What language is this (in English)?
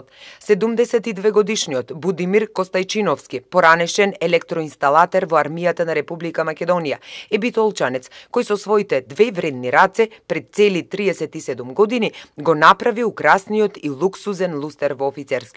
Macedonian